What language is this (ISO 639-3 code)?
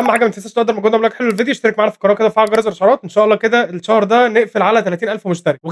arz